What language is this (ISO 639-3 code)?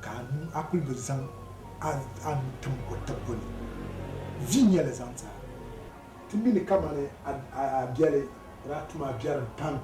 dag